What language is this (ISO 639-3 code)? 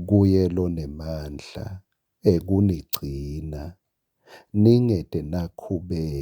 ssw